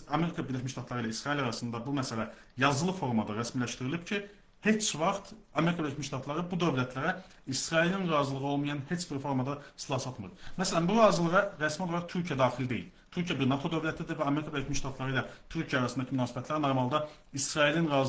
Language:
Azerbaijani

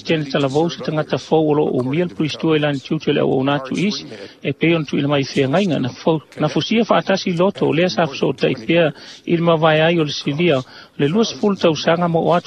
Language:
Samoan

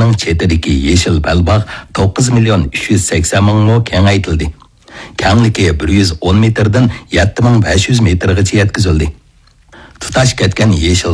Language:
Uyghur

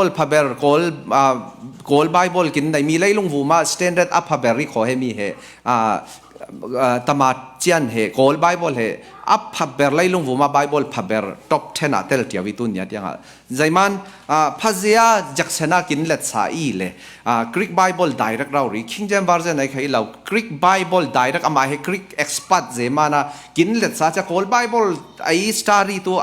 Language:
Falam Chin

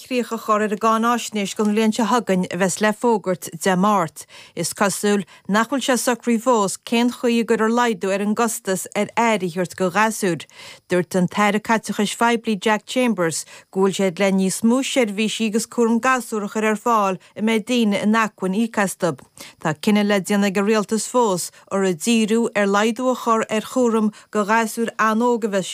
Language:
Irish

